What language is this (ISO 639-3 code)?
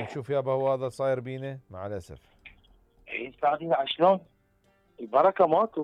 acm